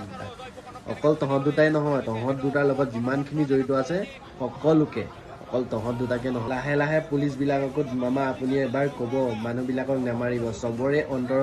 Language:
Assamese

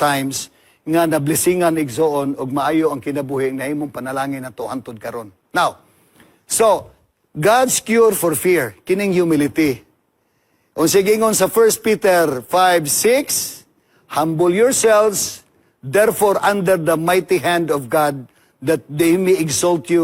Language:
Cebuano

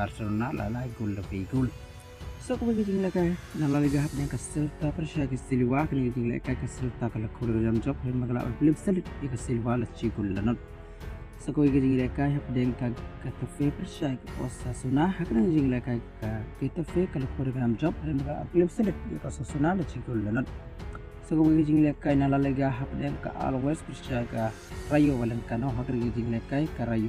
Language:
Khasi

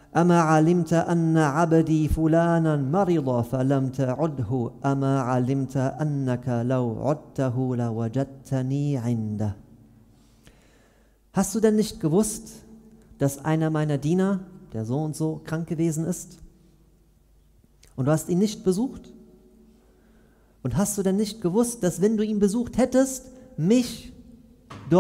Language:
German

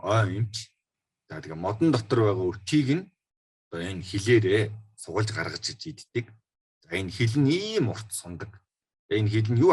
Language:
Mongolian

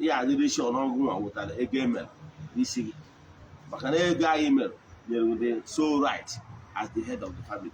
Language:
Igbo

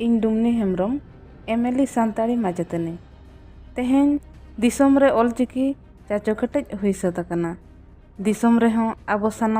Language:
Santali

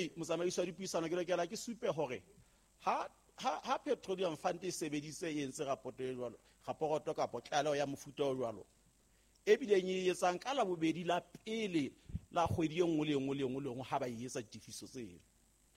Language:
Southern Sotho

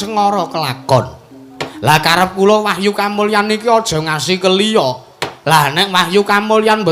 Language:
Javanese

